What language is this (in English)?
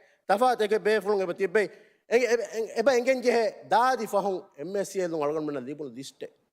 Divehi